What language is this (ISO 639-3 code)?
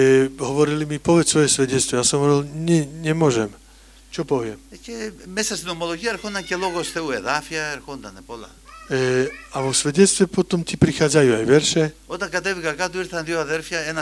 slk